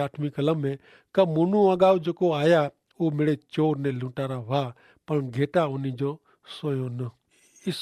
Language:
Kachhi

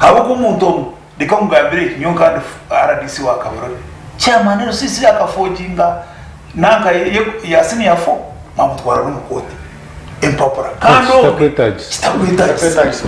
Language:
Nyankole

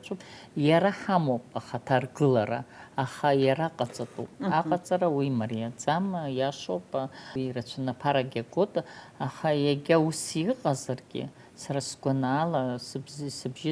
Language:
Abkhazian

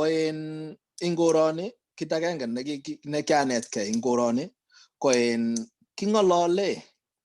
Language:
Kalenjin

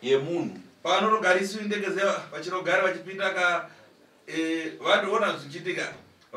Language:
Shona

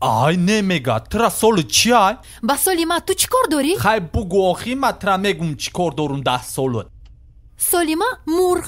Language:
Tajik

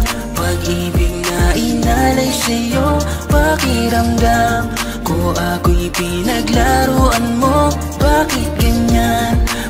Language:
Filipino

